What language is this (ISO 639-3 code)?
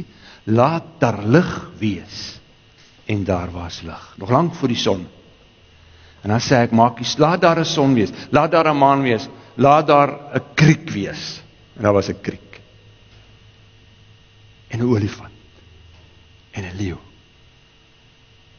afr